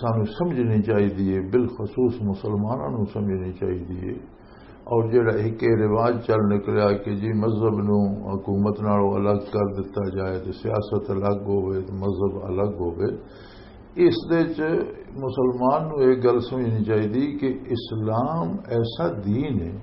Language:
Western Panjabi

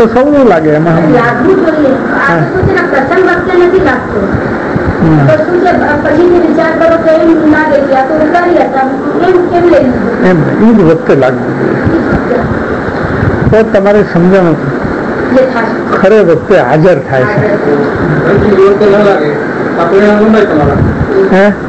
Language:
Gujarati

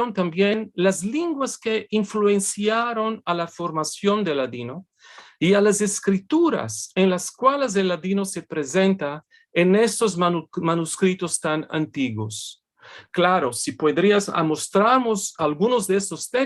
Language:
Ladino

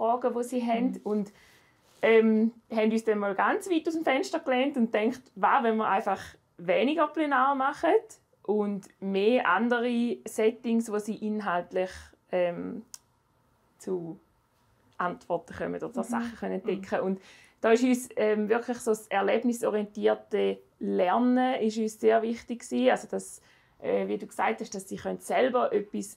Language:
Swiss German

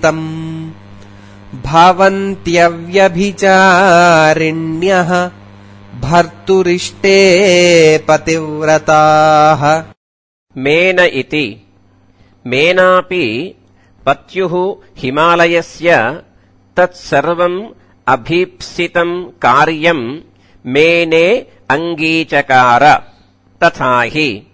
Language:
Sanskrit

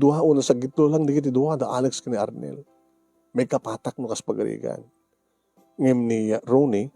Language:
Iloko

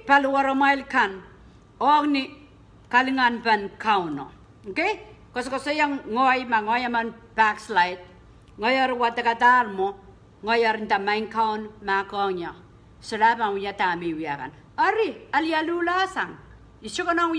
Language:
Pohnpeian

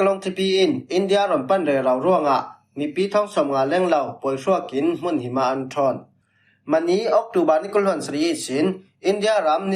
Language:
Falam Chin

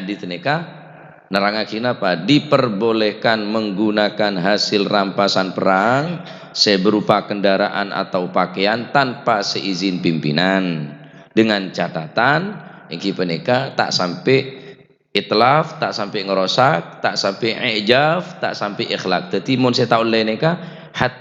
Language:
Madurese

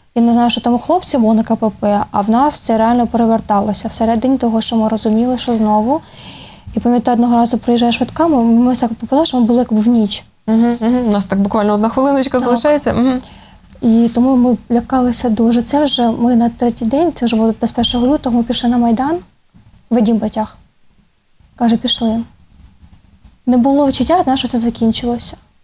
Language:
Ukrainian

